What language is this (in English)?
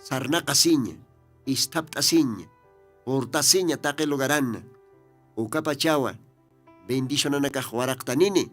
Aymara